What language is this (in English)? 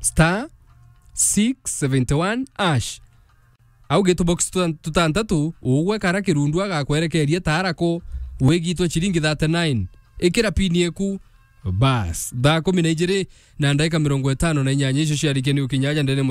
Meru